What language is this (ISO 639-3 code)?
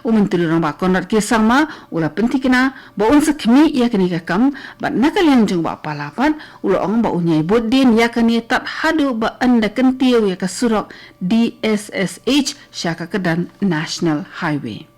kha